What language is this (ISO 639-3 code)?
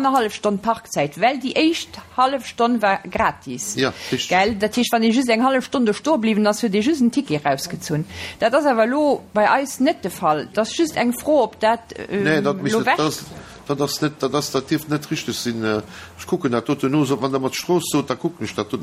ltz